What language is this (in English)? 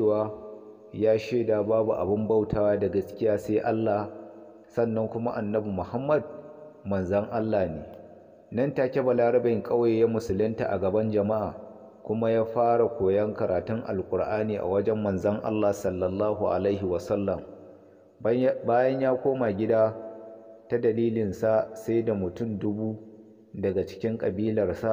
Hausa